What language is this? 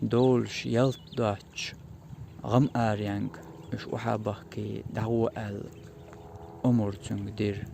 Chechen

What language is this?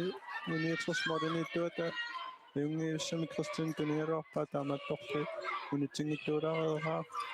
Kalaallisut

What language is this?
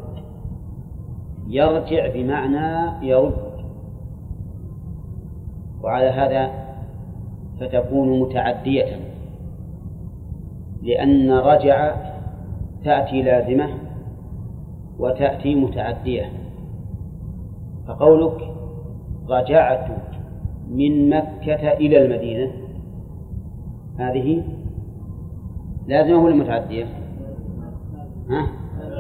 Arabic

